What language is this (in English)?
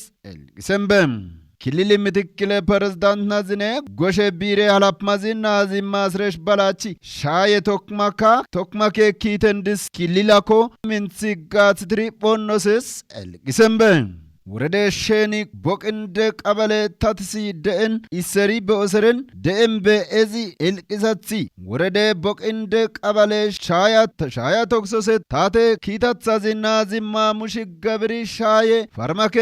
Kafa